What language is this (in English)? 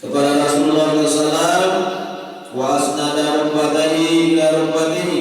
Sasak